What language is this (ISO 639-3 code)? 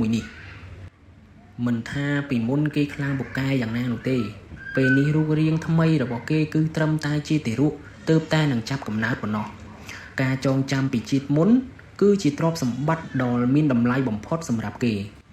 khm